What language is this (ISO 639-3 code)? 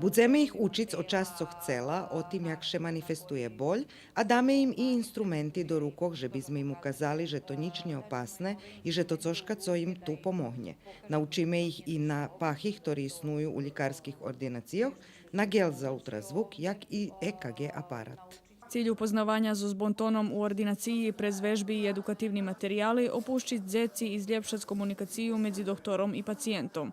rue